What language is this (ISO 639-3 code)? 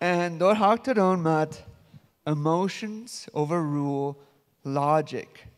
pdt